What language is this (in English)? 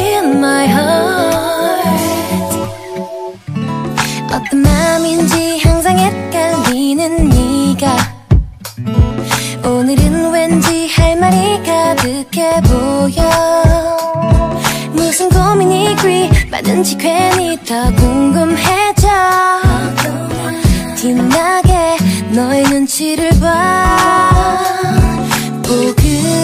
Korean